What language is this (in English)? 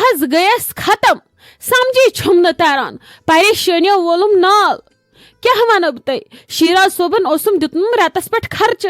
Kashmiri